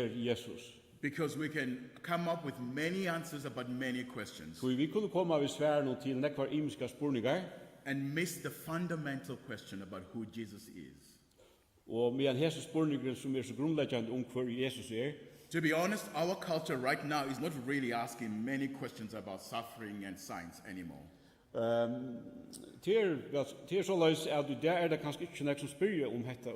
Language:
Faroese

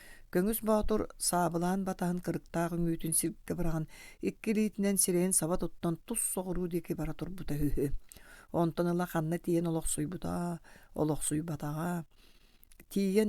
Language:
Yakut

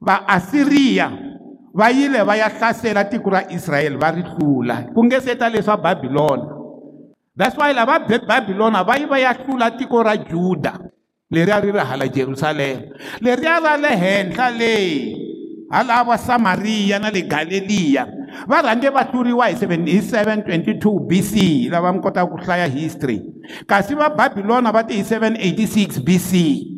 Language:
Tsonga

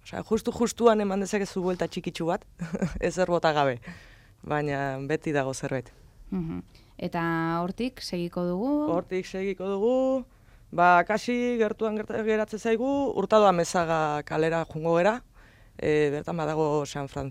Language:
Basque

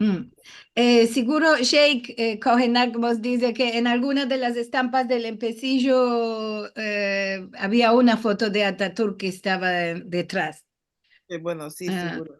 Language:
Ladino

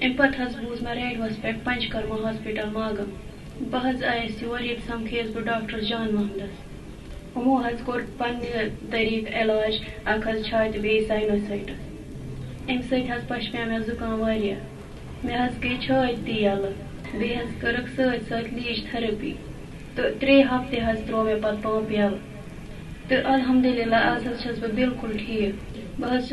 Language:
Kashmiri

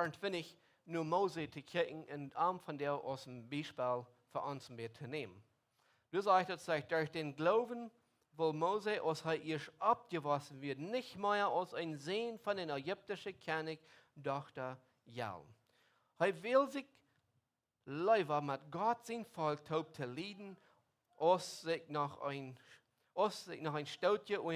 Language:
Plautdietsch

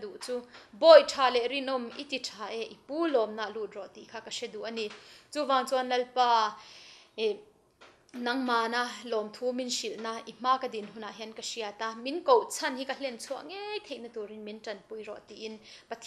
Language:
Mizo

